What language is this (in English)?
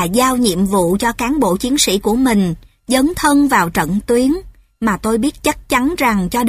Vietnamese